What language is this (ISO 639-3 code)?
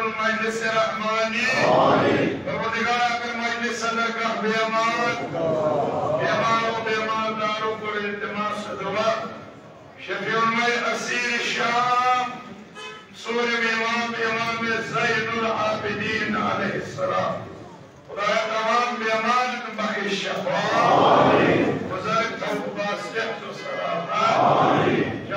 kas